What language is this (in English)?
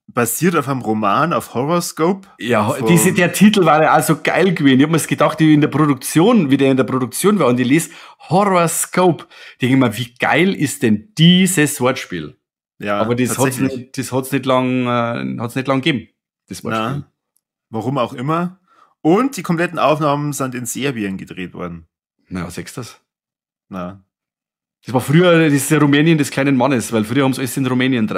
Bavarian